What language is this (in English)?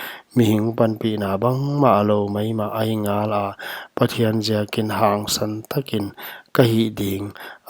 Paite Chin